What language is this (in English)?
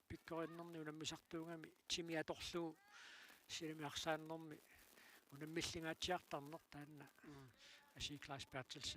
Kalaallisut